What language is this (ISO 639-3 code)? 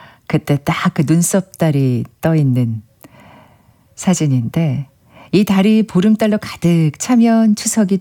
kor